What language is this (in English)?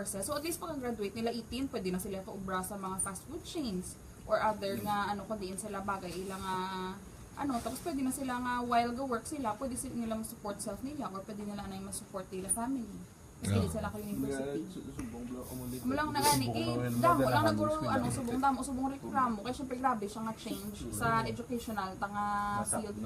Hiligaynon